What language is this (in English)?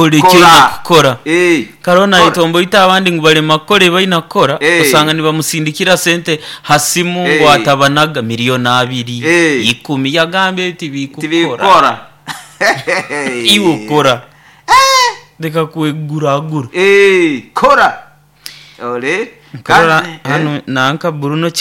Nyoro